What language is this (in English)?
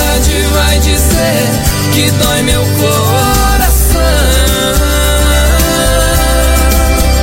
Portuguese